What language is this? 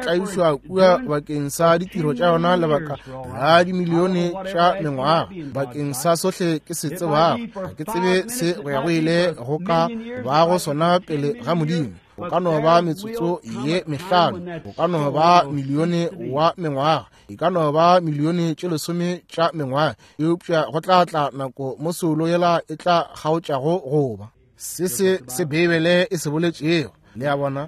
Northern Sotho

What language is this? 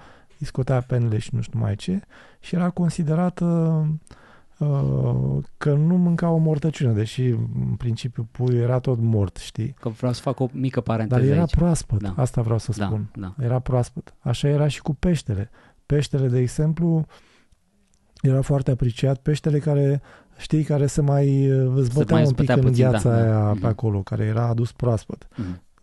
Romanian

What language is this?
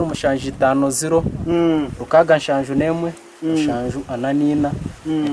Nyankole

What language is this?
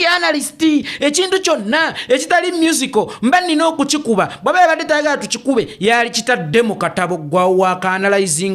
Ganda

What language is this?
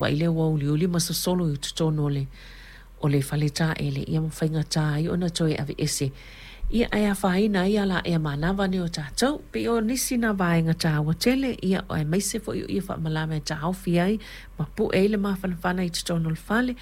Samoan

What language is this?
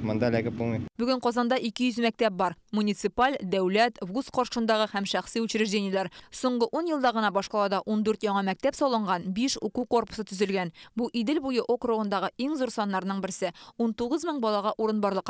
Tatar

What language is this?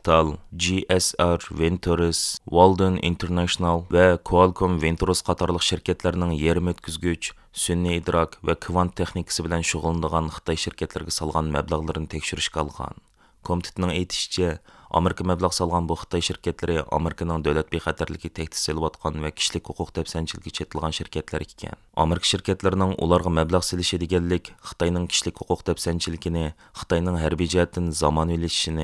Uyghur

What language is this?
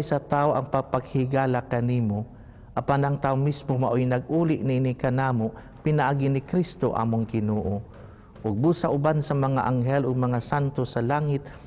Cebuano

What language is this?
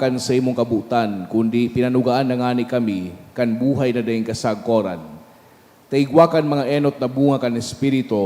Bikol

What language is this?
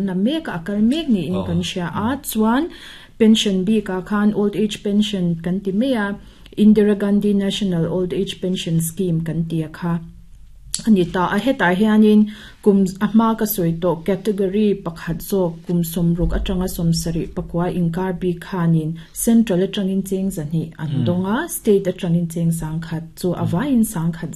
Mizo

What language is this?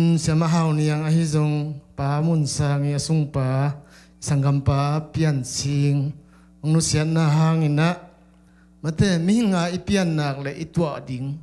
Tedim Chin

